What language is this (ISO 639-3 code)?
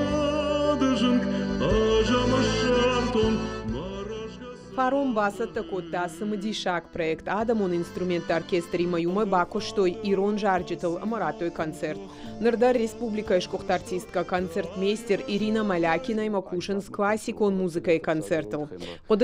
oss